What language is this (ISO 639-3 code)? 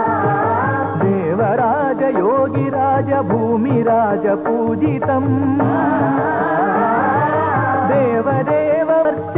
kan